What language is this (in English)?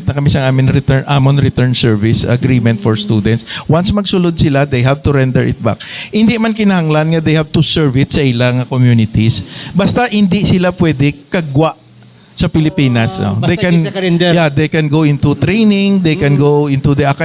Hiligaynon